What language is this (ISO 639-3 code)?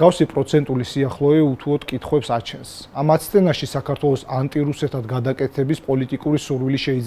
kat